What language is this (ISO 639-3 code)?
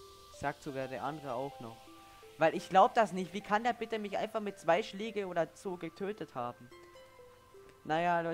deu